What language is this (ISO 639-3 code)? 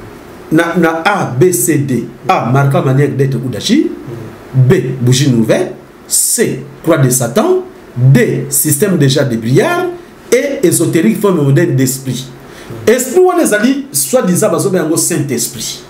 lin